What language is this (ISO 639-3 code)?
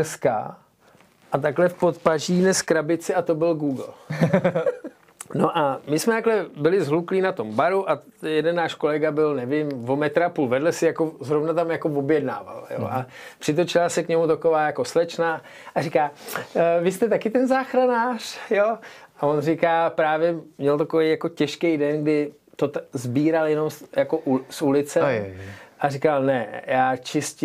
ces